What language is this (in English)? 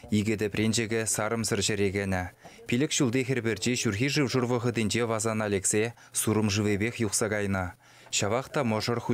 Chuvash